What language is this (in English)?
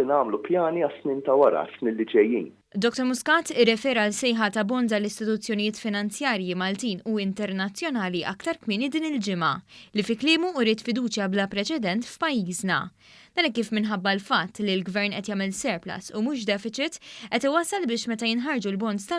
Maltese